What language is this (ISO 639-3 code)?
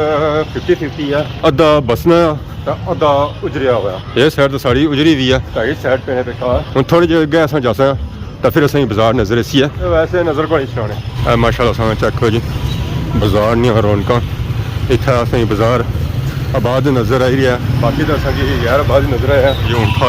phr